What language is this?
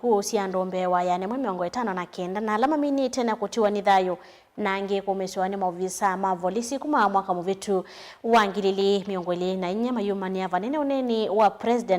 Kamba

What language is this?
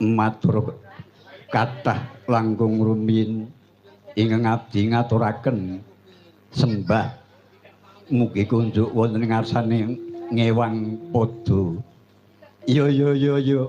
Javanese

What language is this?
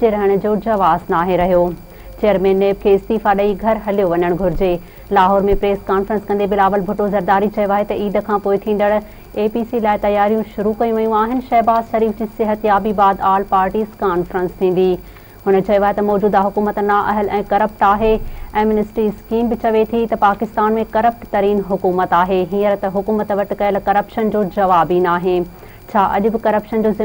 Sindhi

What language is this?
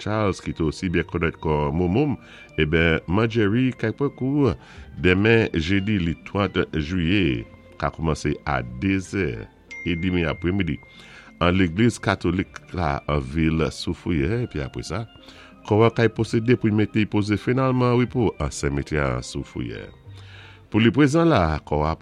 Saint Lucian Creole French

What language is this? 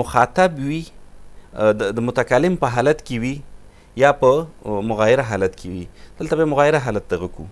Pashto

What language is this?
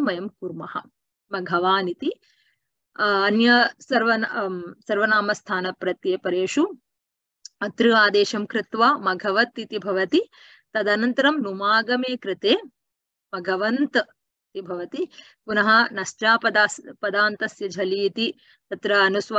Sanskrit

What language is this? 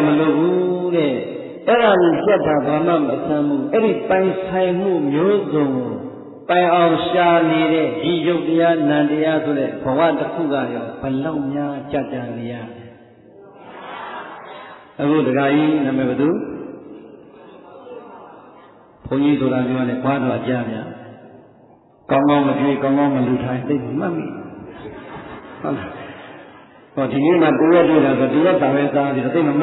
Burmese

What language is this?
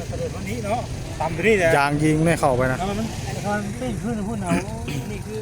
Northeastern Thai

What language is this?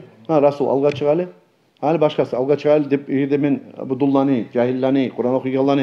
Kumyk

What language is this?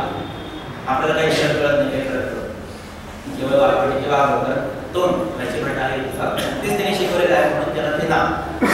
Marathi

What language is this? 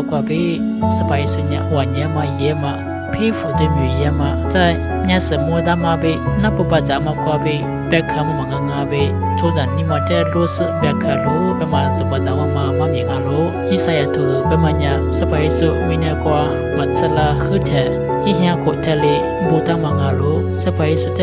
Lisu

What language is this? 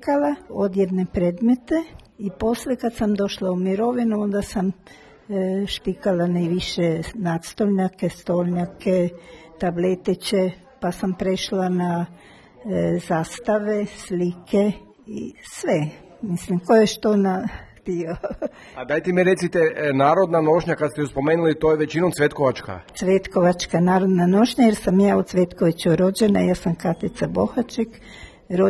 Croatian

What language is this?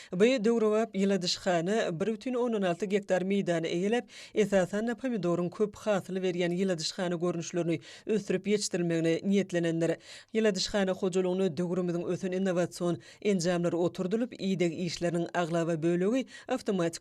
Turkmen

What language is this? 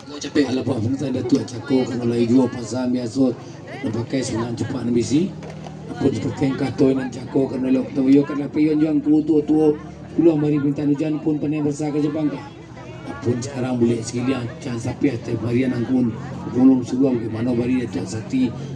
Minangkabau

